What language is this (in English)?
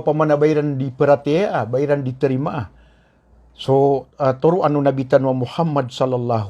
Maranao